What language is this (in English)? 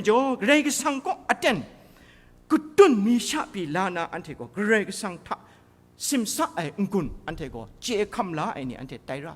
Kachin